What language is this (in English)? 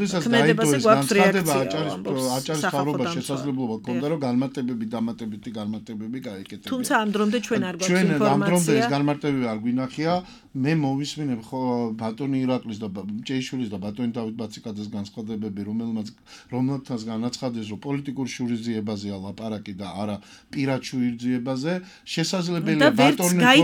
Georgian